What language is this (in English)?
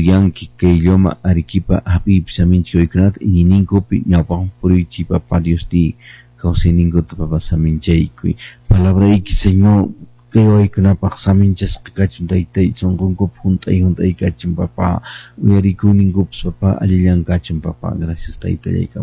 Quechua